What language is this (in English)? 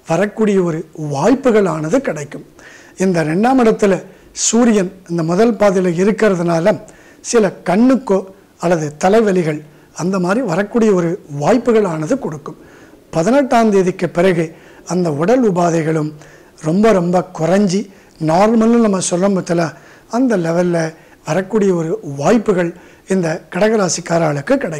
Tamil